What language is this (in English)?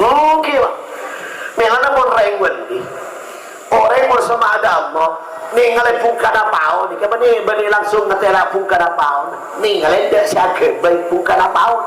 Madurese